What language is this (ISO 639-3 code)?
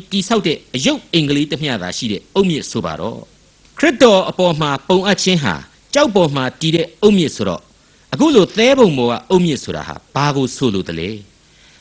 mya